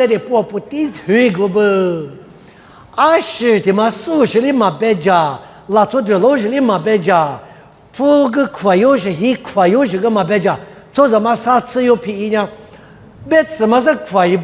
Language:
Lisu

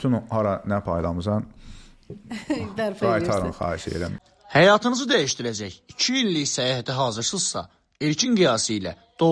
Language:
Azerbaijani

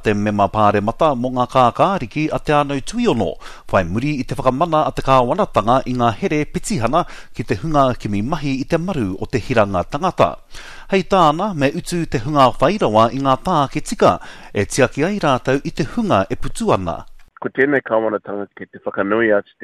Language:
Māori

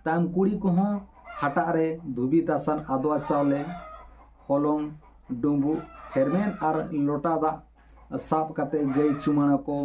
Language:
Santali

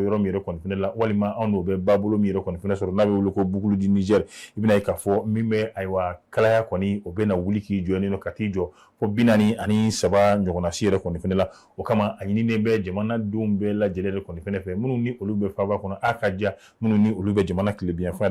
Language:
Bambara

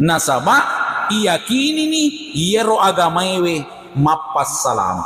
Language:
Buginese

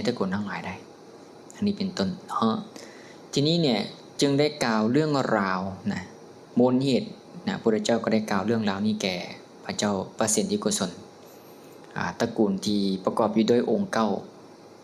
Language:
Lao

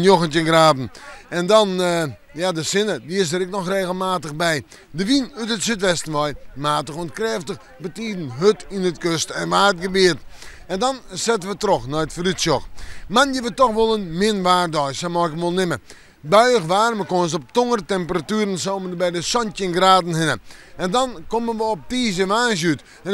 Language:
Western Frisian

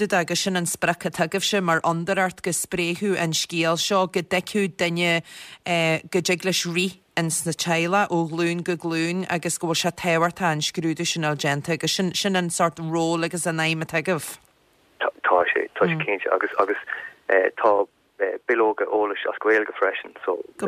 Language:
Irish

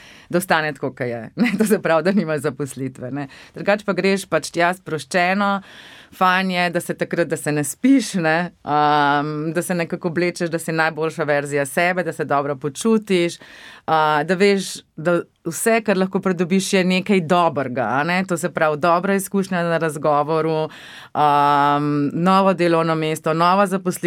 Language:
Slovenian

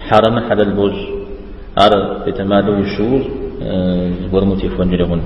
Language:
Kabardian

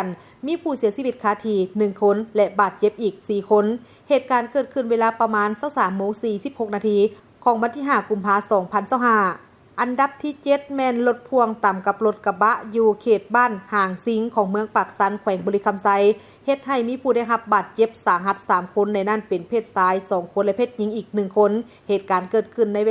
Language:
Lao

